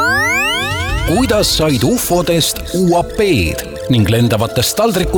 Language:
Estonian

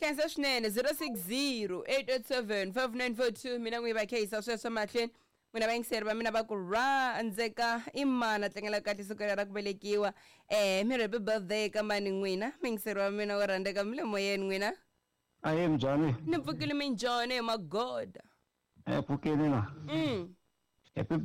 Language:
Tsonga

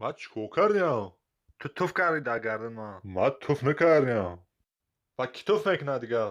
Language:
Tajik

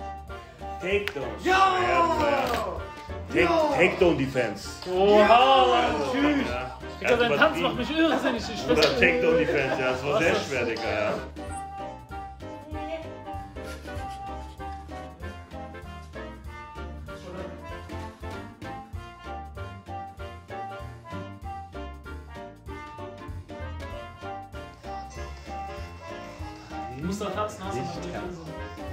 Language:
German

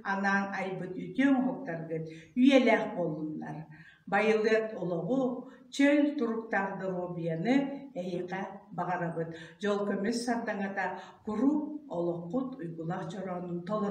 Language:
Yakut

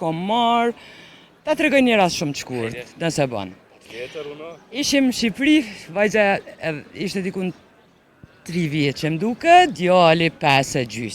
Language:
Albanian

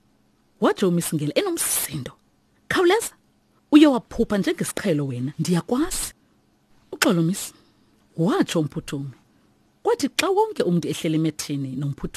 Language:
Xhosa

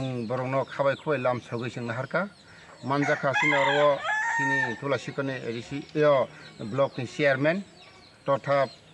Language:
Kok Borok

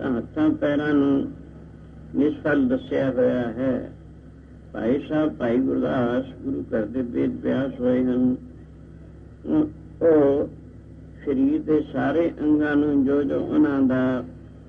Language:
Punjabi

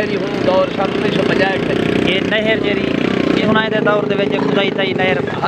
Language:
Saraiki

